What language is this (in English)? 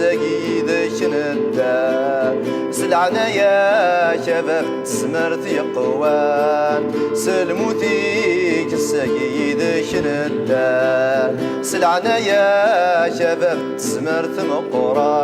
Kabyle